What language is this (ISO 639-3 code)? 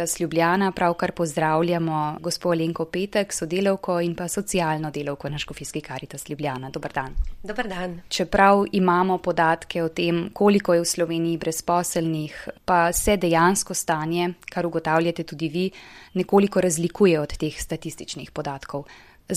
slv